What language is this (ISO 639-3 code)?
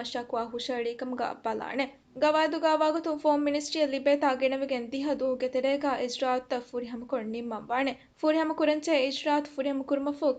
div